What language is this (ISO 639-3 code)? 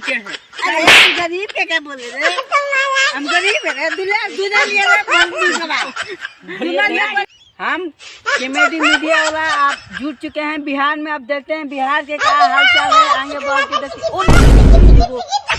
mag